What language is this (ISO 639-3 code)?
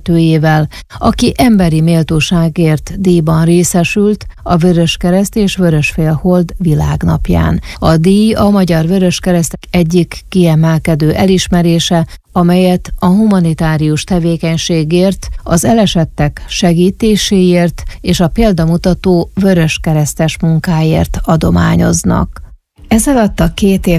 hun